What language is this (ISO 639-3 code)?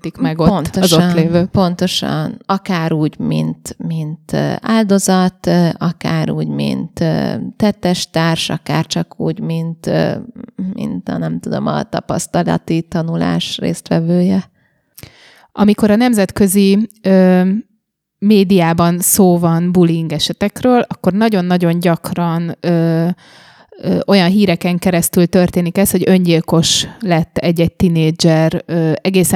hun